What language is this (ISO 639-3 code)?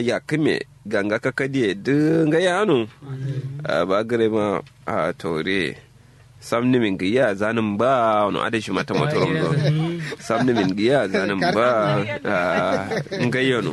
kau